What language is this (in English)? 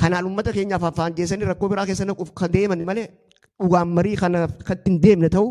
Oromo